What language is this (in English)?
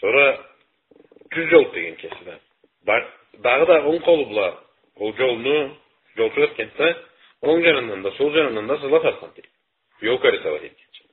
Karachay-Balkar